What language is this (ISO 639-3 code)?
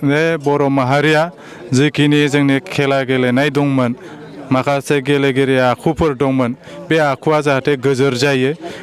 brx